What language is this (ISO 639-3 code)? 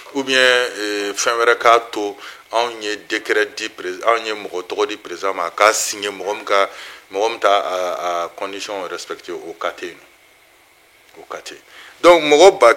bam